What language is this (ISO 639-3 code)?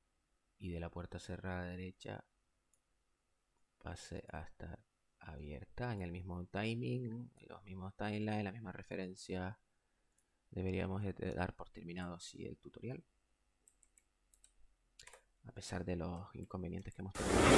spa